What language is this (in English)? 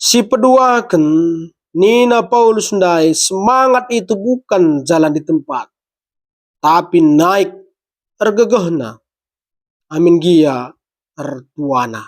Batak Karo